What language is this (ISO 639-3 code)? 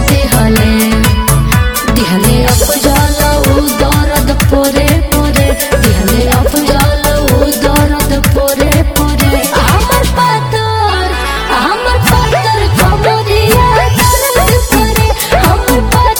bho